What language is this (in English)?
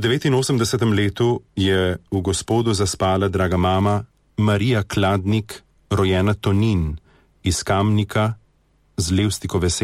Slovenian